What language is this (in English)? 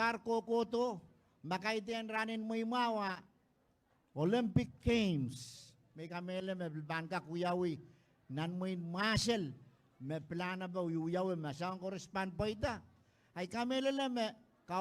Pohnpeian